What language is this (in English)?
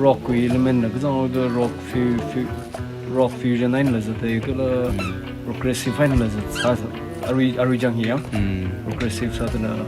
Tangkhul Naga (India)